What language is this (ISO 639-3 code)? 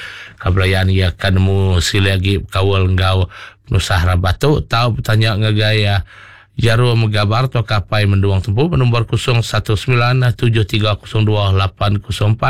iba